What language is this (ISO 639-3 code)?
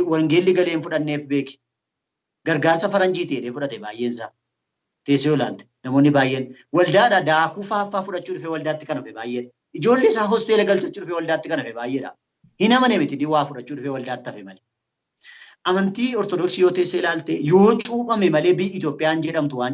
orm